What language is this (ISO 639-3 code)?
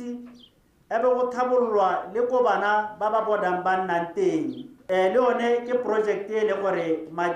tsn